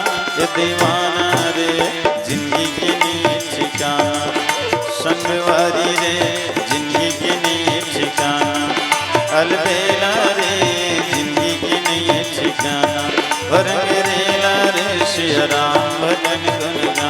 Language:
Chhattisgarhi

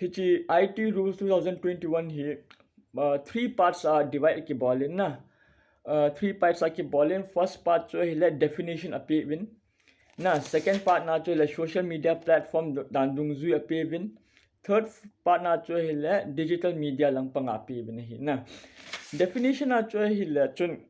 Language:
Thado Chin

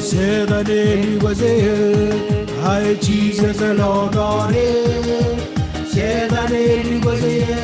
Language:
Marshallese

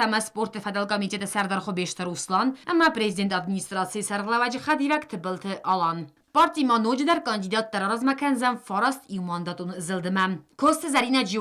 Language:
Ossetic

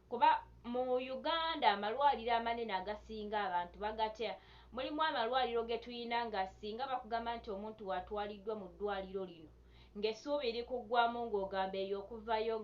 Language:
Ganda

